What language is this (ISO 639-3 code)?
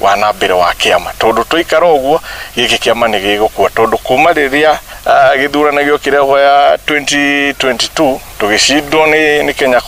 kik